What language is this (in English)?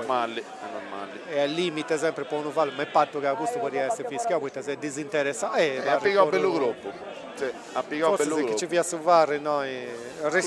Sardinian